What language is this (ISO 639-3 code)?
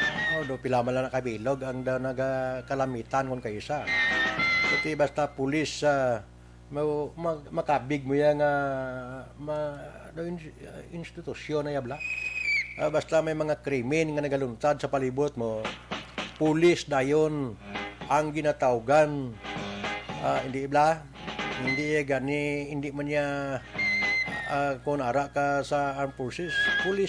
hil